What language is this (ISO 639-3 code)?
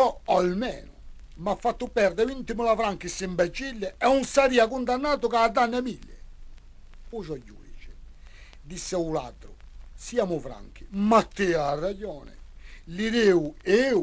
cos